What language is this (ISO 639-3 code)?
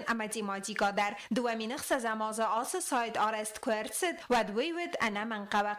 oss